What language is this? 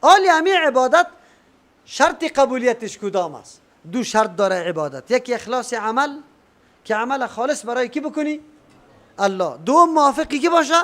Persian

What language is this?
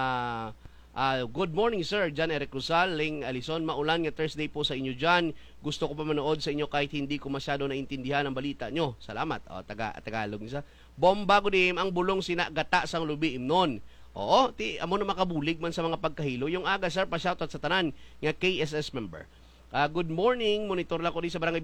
Hiligaynon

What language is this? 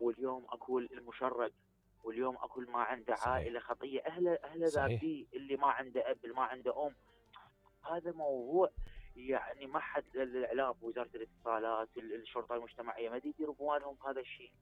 Mesopotamian Arabic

